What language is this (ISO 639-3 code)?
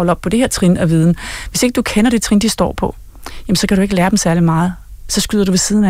dan